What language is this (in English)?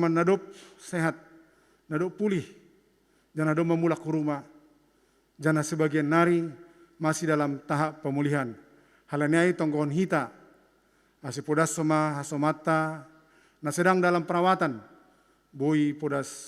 Batak Simalungun